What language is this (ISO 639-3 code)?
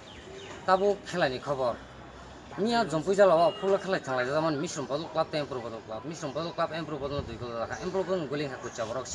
trp